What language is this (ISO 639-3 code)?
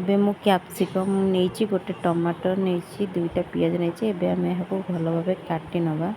ori